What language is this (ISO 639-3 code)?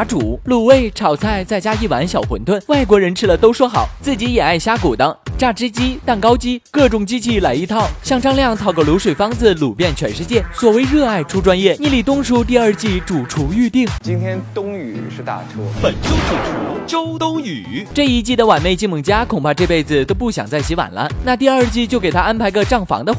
zho